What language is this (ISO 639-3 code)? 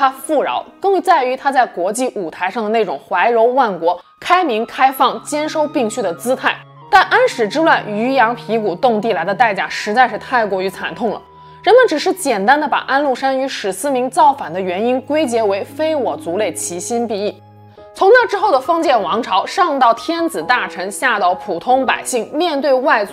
zho